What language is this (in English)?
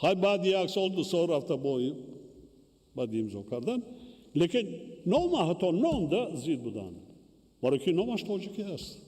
Tajik